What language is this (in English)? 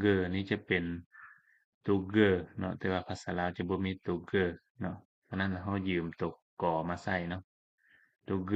Lao